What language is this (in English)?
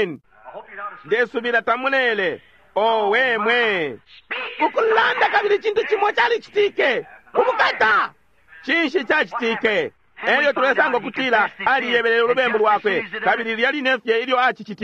Bemba